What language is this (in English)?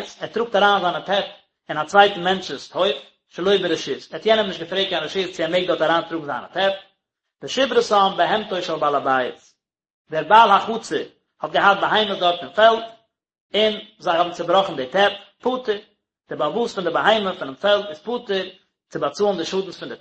Yiddish